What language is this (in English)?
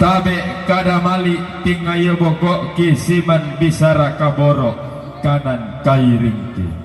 Toraja-Sa'dan